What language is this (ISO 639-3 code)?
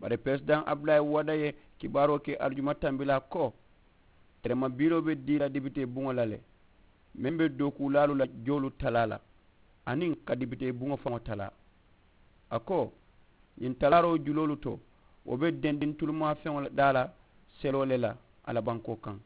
man